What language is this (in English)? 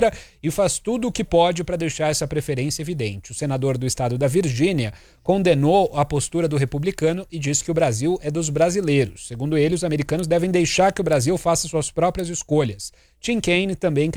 Portuguese